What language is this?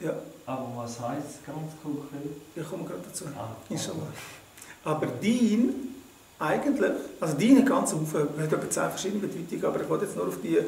Swiss German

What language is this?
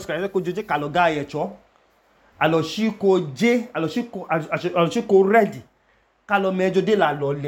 Idoma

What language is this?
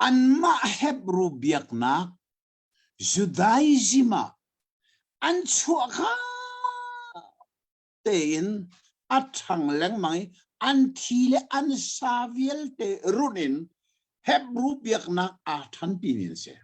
Hakha Chin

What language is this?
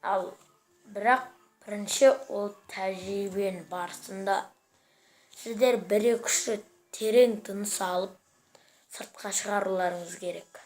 Kazakh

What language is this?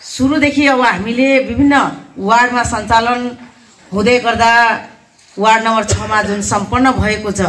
Nepali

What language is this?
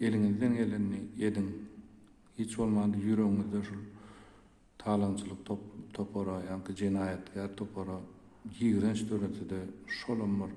Turkmen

